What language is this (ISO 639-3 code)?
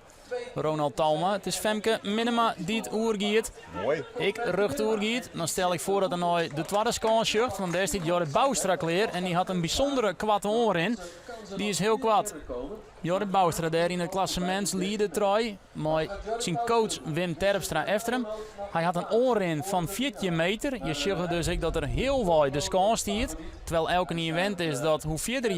fry